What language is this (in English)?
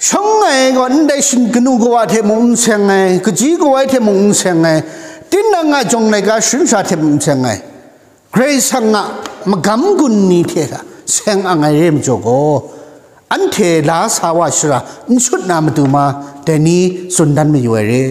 Kachin